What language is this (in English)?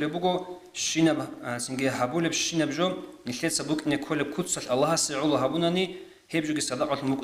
Avaric